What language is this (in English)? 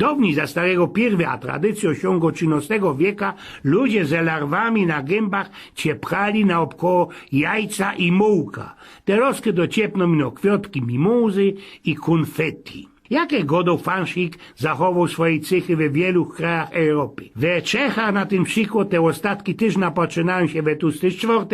Silesian